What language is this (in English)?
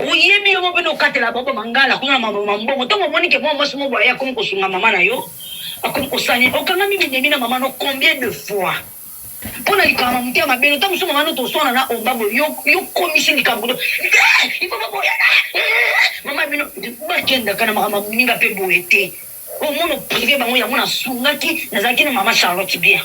Lingala